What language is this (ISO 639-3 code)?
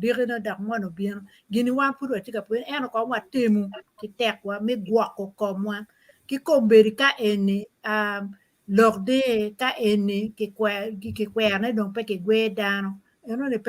ach